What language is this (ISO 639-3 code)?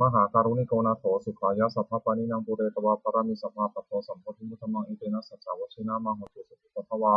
pli